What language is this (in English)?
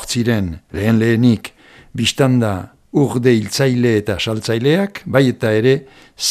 Basque